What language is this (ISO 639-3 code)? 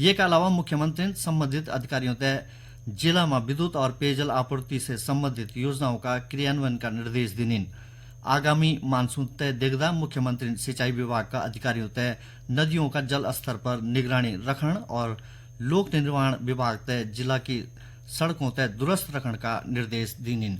gbm